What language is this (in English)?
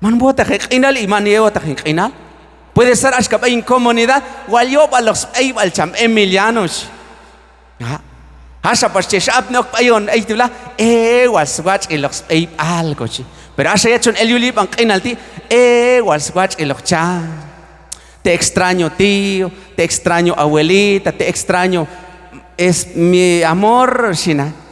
Q'anjob'al